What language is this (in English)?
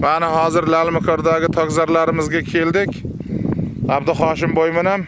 Uzbek